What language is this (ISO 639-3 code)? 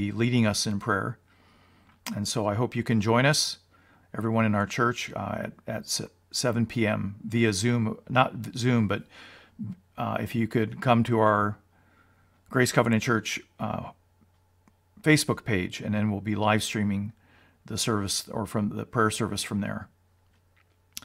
eng